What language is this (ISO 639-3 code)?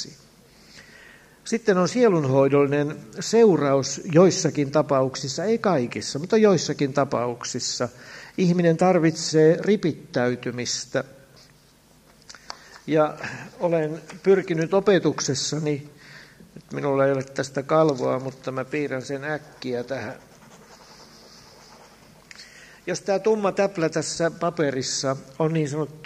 fin